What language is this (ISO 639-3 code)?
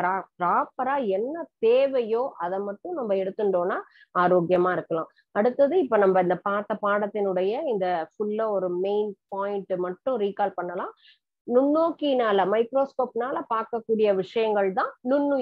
tam